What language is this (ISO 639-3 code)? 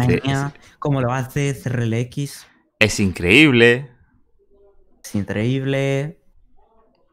spa